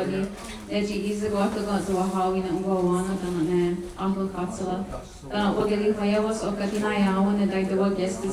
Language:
Mohawk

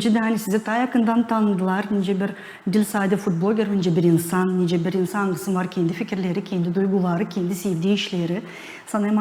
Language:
Gagauz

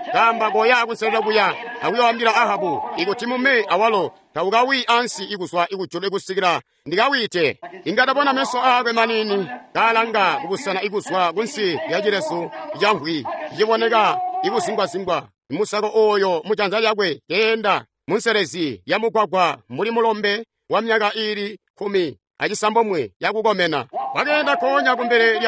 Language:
Tonga (Zambia)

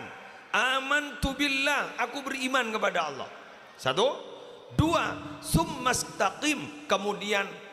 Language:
Madurese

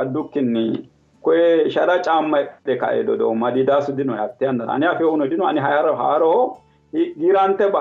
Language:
Sidamo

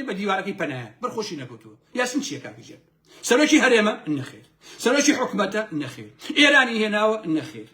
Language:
Central Kurdish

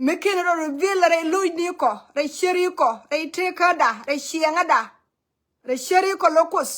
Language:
Nuer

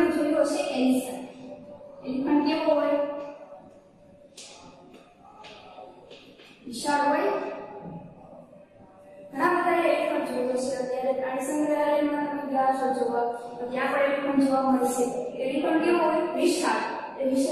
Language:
Gujarati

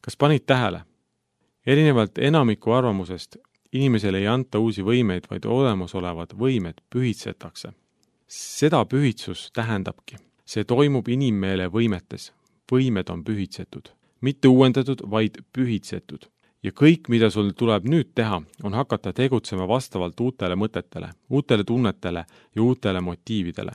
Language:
Estonian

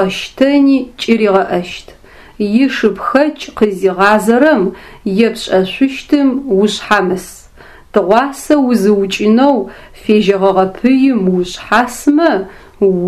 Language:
Adyghe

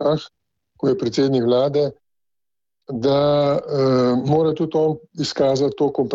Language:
Slovenian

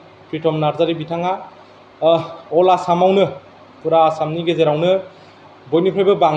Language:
Bodo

